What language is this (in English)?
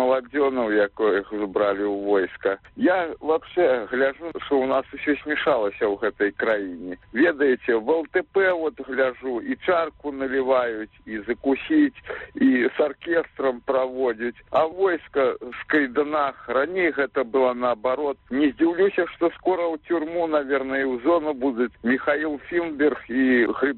Belarusian